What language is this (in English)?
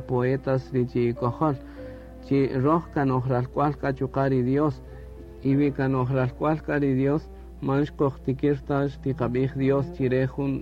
Kaqchikel